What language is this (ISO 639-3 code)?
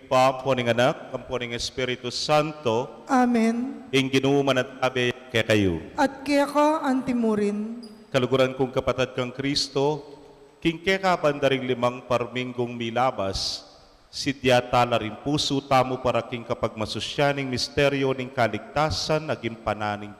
pam